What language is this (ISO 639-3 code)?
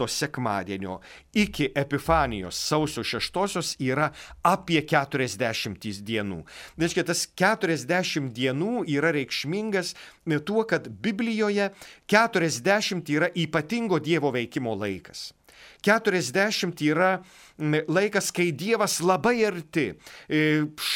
lit